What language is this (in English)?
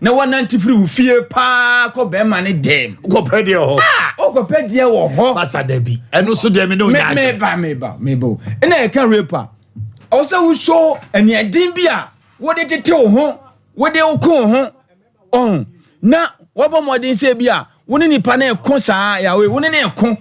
Akan